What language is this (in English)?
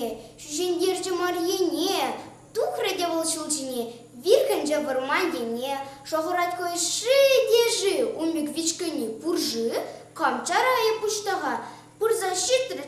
Chuvash